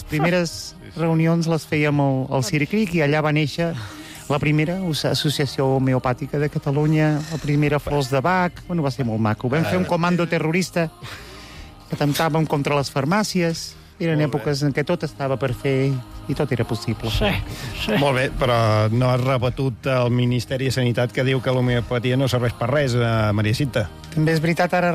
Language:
Catalan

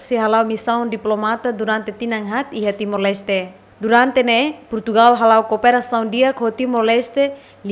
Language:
Tetum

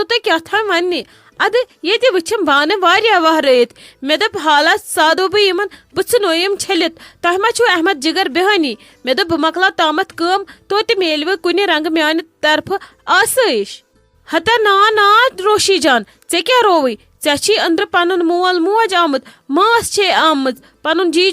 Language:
Kashmiri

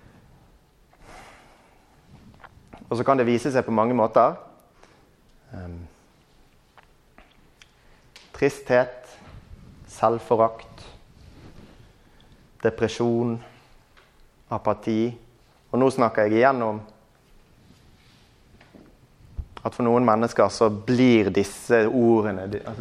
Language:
Norwegian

